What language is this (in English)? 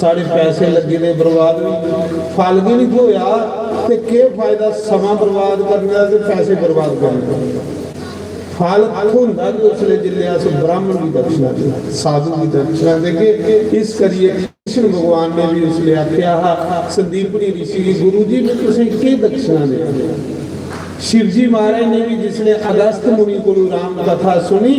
Dogri